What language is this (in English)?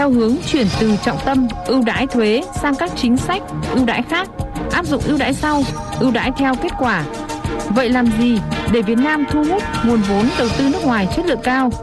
Vietnamese